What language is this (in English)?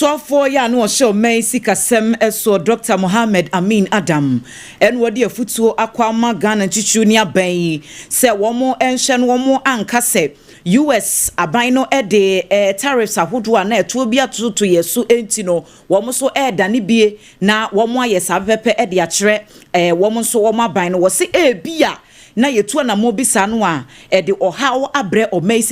Akan